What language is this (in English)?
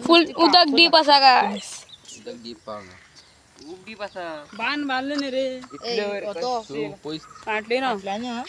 Konkani